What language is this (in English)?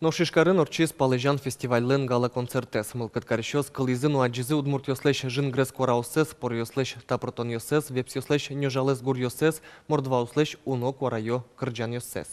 Udmurt